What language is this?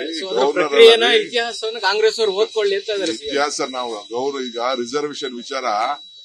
Kannada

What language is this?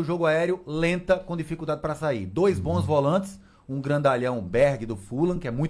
Portuguese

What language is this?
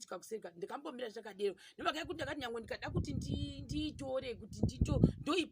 Shona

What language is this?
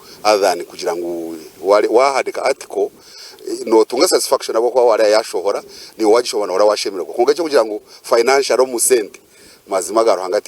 Nyankole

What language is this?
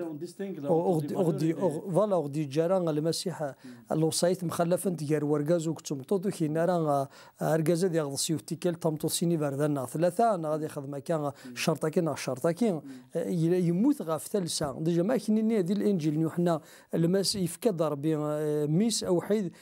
Kabyle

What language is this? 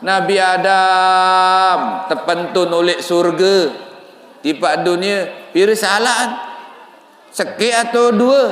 Sasak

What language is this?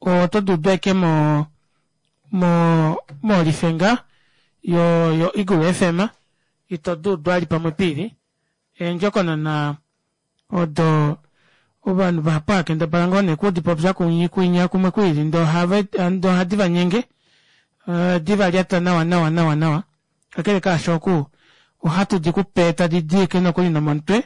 Kuanyama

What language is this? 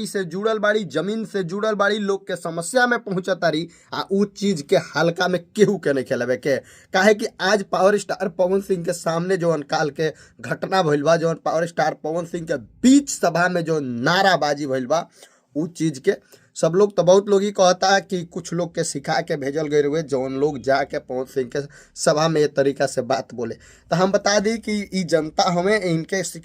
Bhojpuri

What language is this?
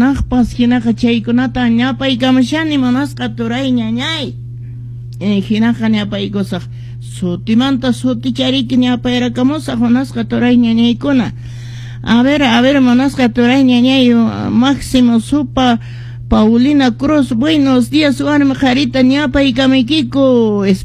Quechua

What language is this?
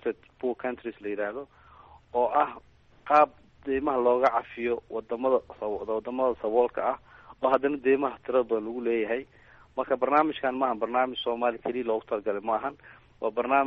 Somali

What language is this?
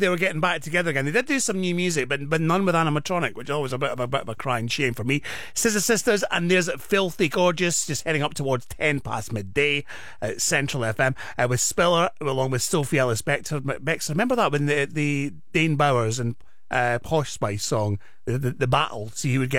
English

